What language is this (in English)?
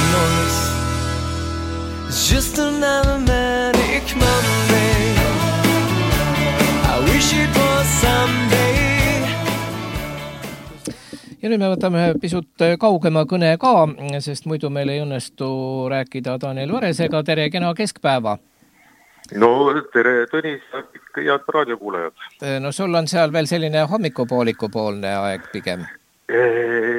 Estonian